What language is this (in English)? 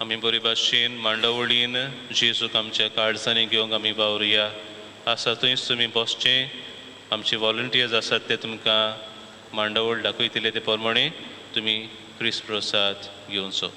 Konkani